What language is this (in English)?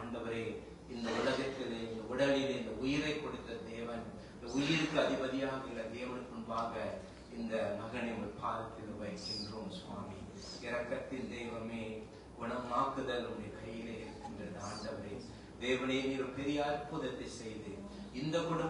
Tamil